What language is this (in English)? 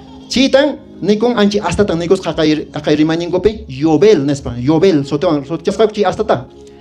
Quechua